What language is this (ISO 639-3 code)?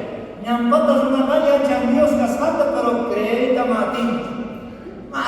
quh